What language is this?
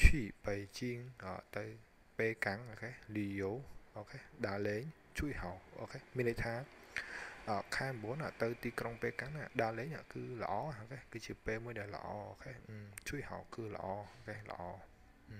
Khmer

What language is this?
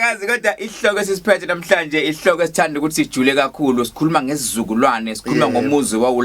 Zulu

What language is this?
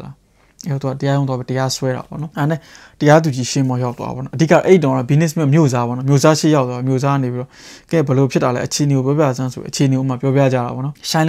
Burmese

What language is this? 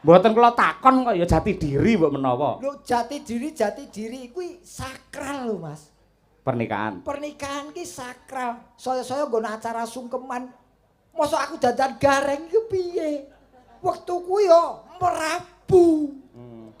Javanese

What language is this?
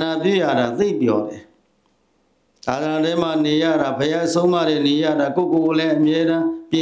Burmese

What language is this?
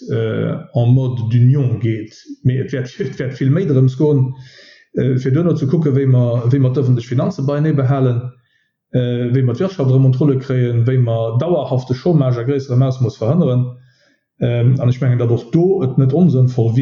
Luxembourgish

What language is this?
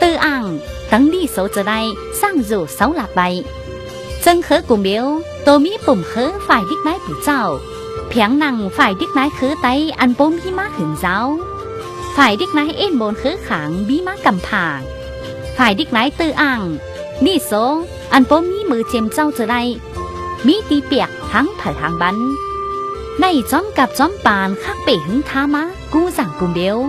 Tai Nüa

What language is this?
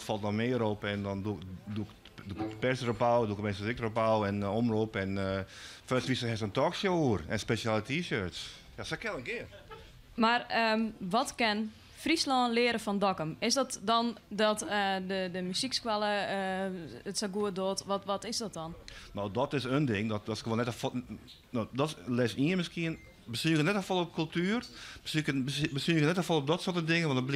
Western Frisian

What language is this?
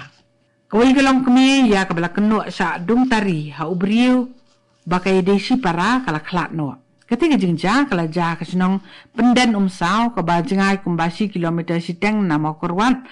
Khasi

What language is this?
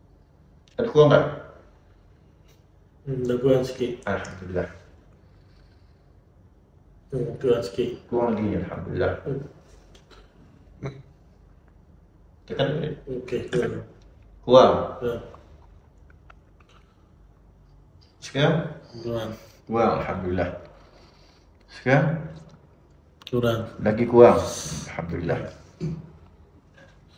Malay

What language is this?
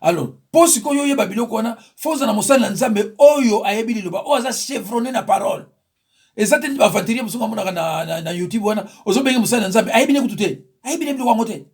Lingala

